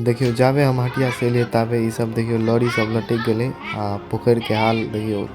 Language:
Maithili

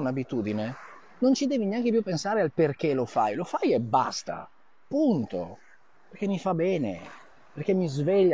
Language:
Italian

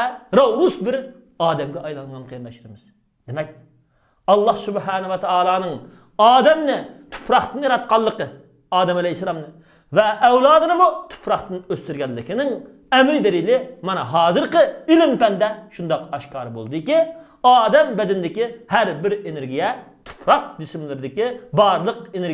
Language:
Uyghur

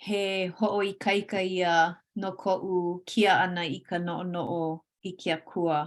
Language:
Hawaiian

